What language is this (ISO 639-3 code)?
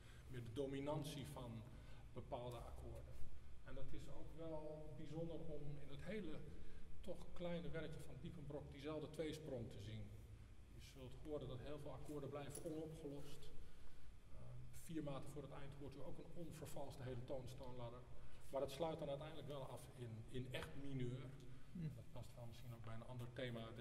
nld